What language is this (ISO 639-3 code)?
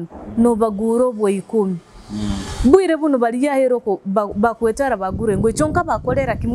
nyo